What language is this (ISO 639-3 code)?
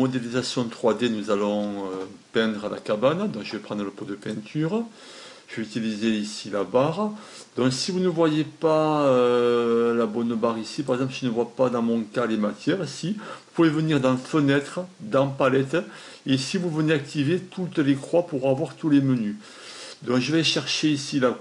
fra